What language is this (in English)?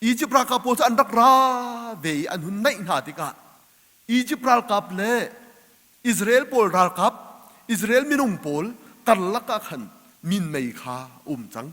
Hakha Chin